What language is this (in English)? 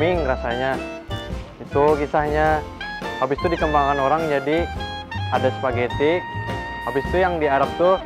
Banjar